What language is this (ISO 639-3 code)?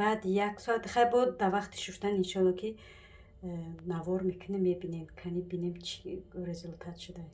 tgk